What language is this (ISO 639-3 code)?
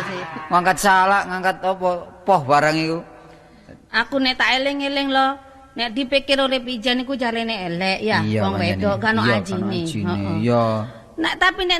jav